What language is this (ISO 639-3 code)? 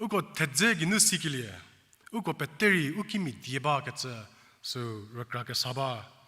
njm